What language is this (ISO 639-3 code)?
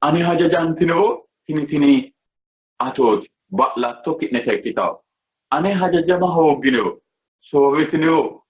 sid